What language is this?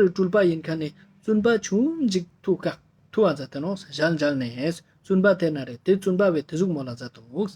Ladakhi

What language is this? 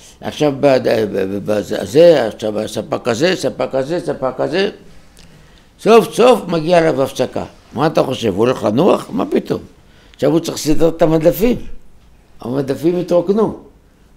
Hebrew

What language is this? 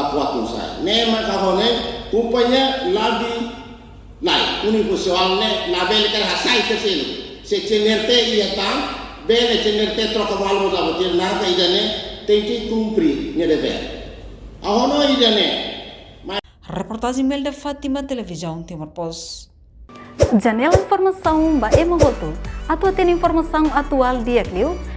Tetum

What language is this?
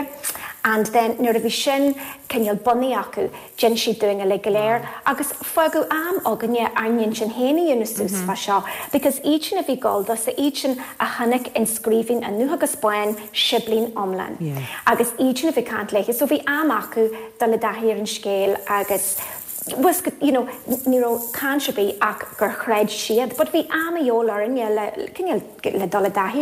Irish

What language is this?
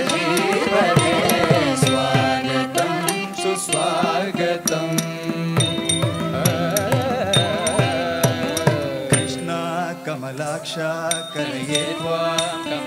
Tamil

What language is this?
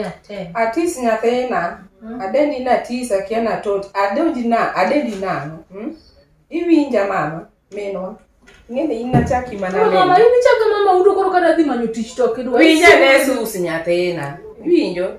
Luo (Kenya and Tanzania)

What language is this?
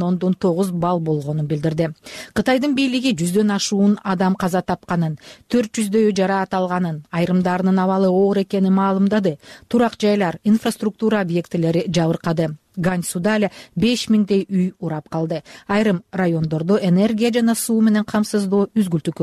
Kyrgyz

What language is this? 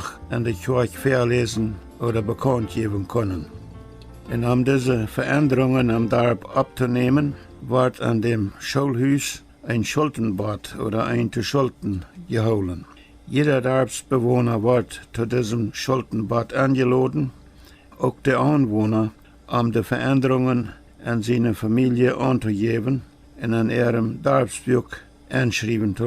Plautdietsch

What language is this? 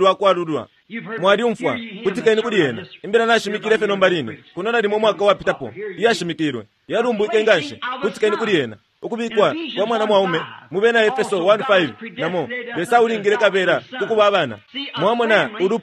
Bemba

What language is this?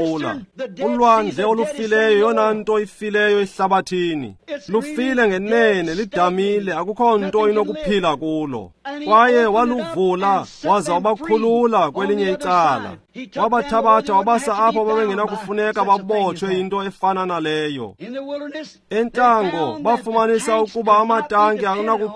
Xhosa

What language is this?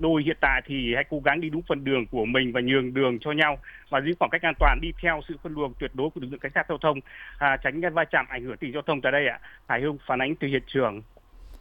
Vietnamese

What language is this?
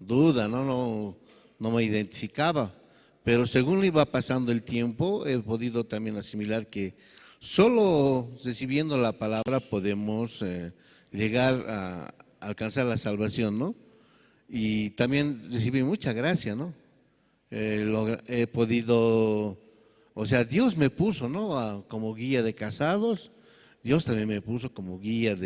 Aymara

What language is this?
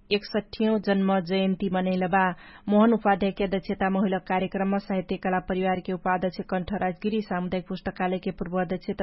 Dangaura Tharu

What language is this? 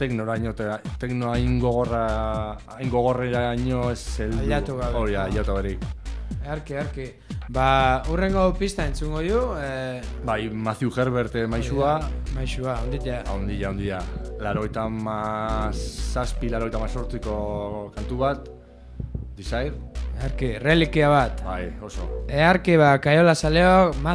Basque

